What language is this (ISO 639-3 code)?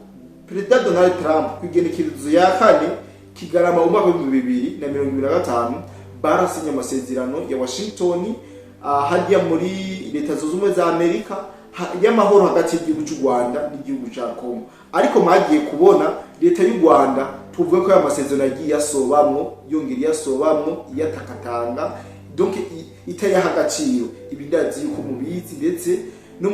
run